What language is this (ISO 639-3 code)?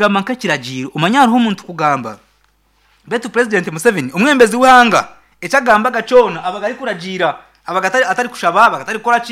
nyn